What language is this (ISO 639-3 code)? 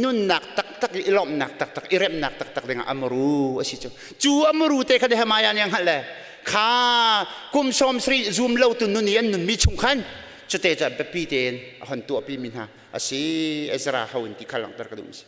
cnh